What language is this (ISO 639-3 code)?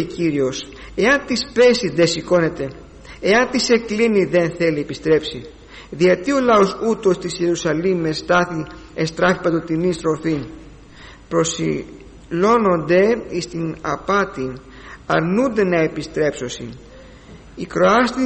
ell